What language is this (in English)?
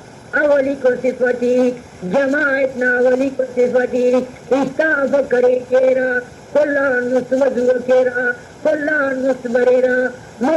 Brahui